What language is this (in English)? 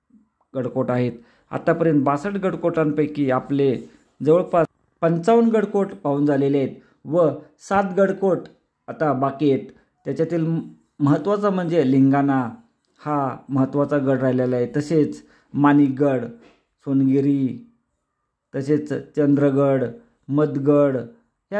Marathi